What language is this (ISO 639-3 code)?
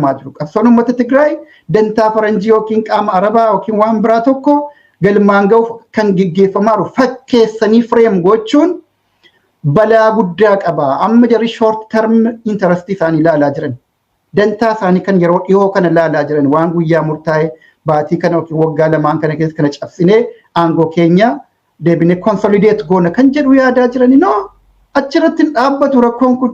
orm